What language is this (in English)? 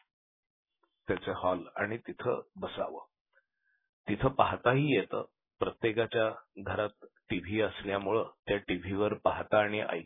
Marathi